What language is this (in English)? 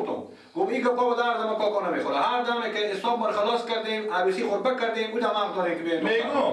Persian